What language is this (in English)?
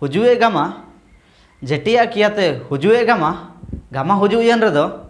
Ho